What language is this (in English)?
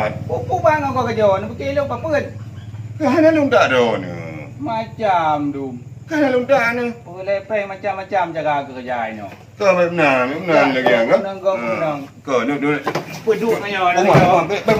Achinese